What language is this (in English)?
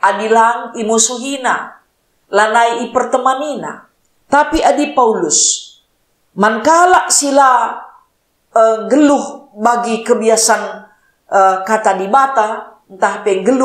Batak Karo